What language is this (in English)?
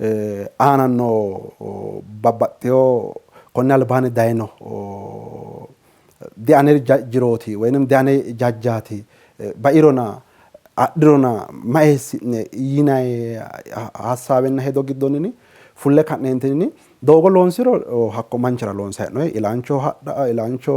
Sidamo